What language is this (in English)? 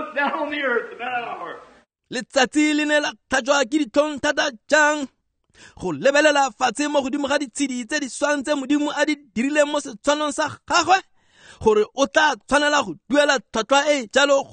Tswana